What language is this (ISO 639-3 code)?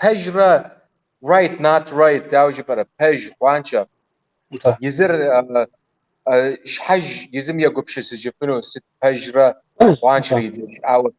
kbd